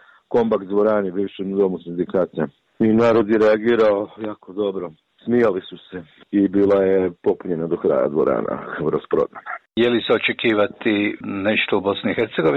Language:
Bosnian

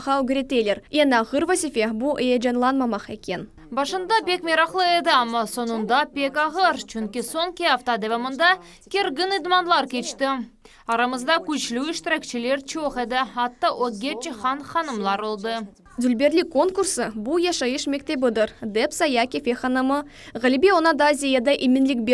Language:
Crimean Tatar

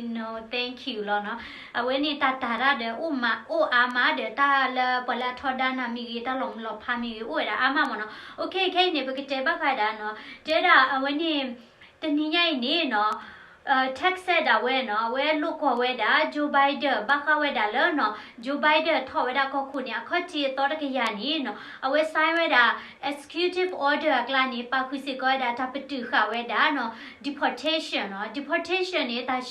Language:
S'gaw Karen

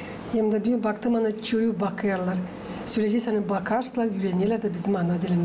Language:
Gagauz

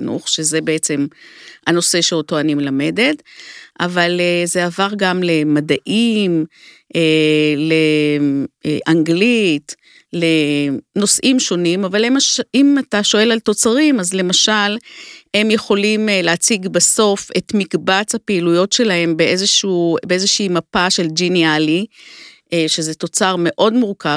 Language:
Hebrew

